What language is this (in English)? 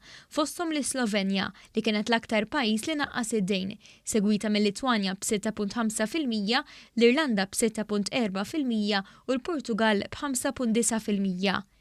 Maltese